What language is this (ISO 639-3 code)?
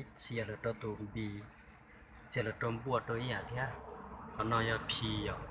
hmn